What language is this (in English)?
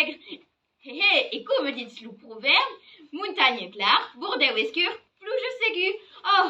Occitan